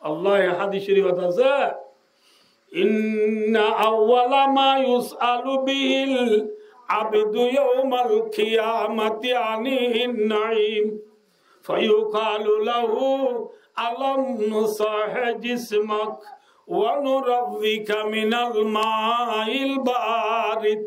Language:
Rohingya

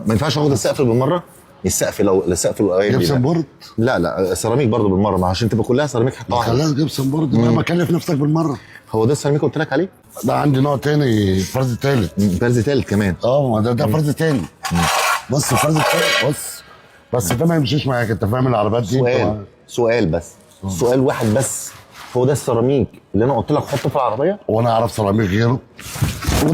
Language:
Egyptian Arabic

